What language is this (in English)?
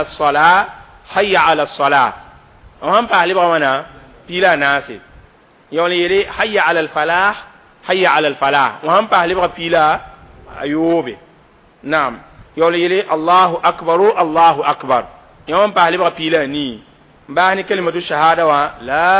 Mossi